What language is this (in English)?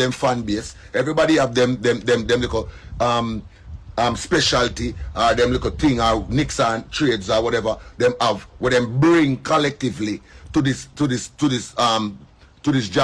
Jamaican Creole English